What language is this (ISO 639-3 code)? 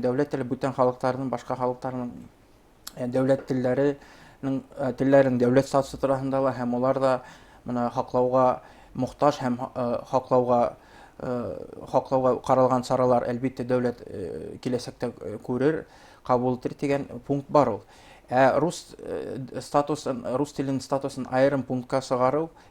bak